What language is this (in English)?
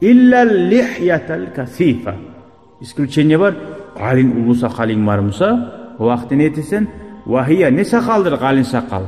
Kumyk